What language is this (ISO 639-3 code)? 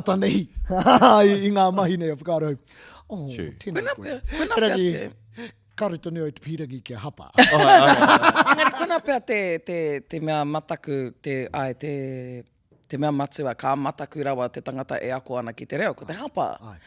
mri